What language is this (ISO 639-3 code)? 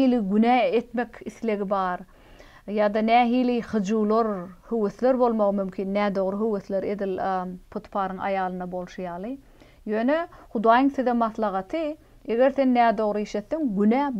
tuk